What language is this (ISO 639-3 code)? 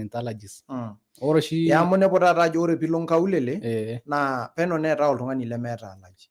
mas